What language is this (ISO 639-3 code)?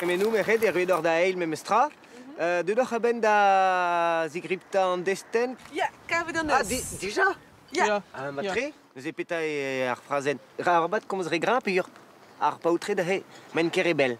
bre